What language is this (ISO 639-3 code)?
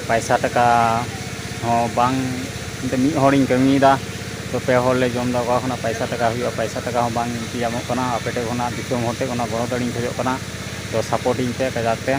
sat